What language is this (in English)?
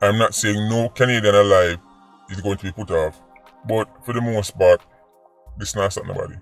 Jamaican Creole English